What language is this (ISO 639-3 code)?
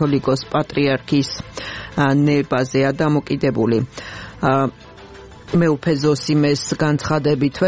kat